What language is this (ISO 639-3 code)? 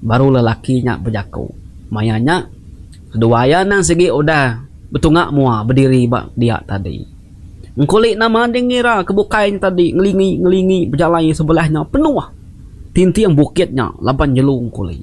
iba